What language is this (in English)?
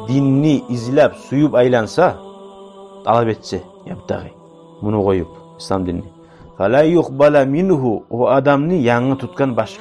Kumyk